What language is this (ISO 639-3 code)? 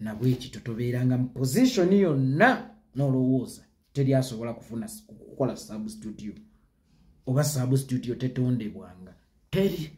lug